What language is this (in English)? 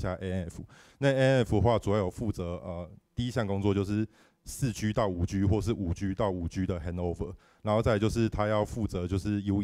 Chinese